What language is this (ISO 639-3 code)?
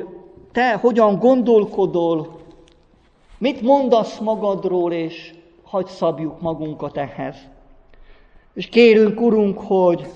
hun